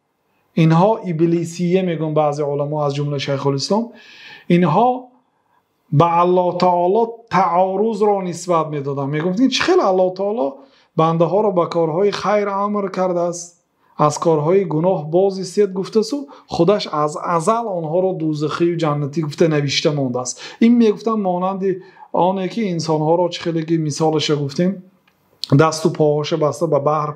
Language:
Persian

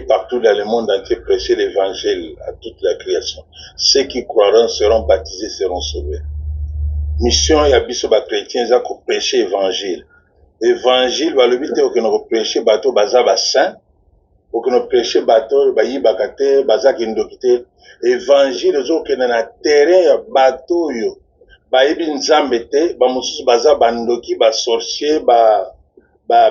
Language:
Lingala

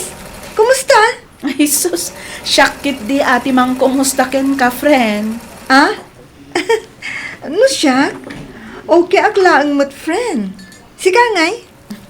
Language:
Iloko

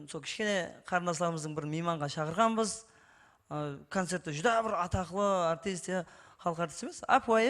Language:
Kara-Kalpak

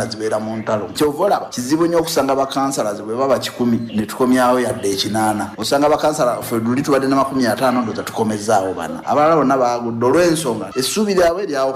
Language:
Ganda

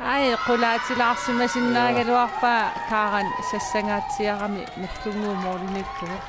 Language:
Kalaallisut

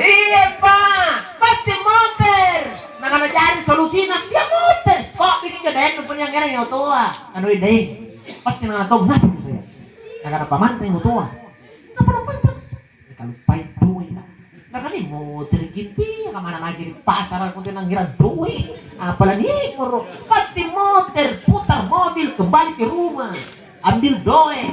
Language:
Makasar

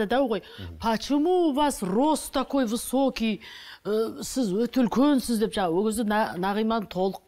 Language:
Kazakh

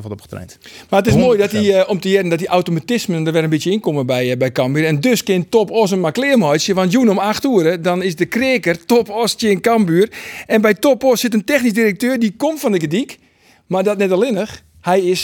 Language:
Western Frisian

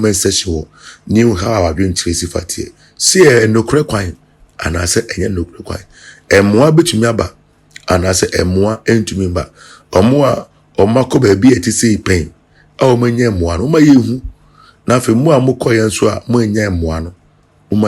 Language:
Akan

